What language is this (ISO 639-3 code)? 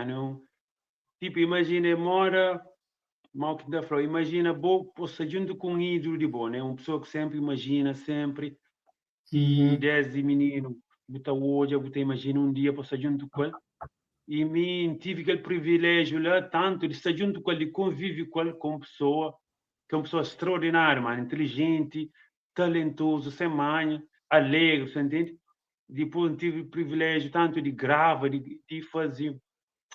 kea